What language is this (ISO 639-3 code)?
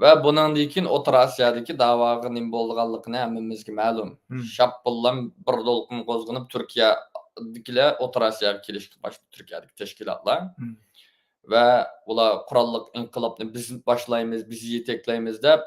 uig